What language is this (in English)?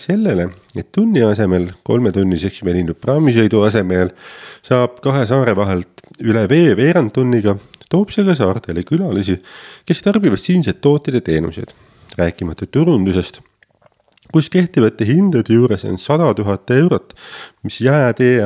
Estonian